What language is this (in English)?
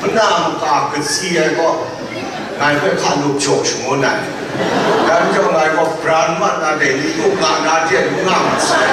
Kachin